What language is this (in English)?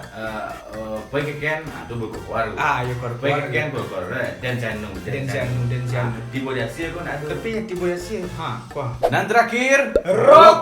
Minangkabau